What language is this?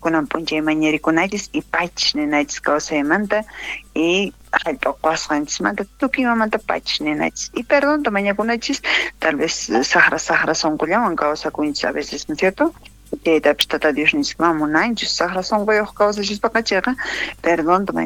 South Bolivian Quechua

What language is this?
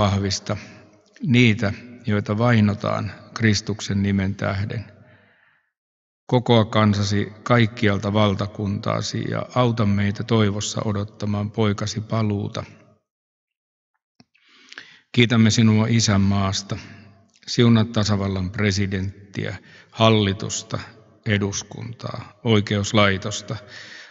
Finnish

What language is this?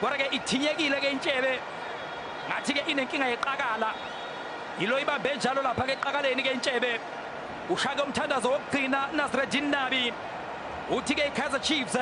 Zulu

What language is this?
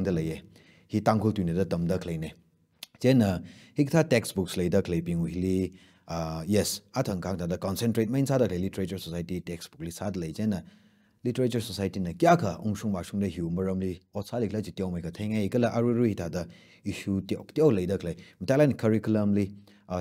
Tangkhul Naga (India)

